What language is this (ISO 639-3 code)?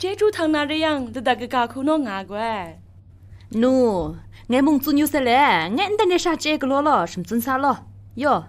kac